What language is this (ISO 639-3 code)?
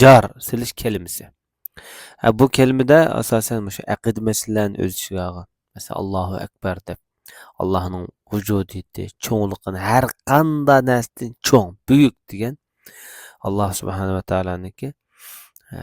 uig